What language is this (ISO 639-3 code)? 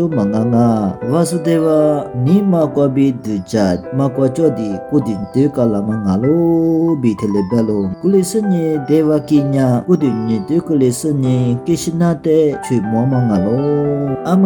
lis